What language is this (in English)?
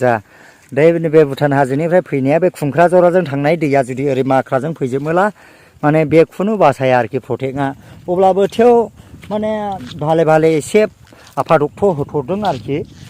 Bodo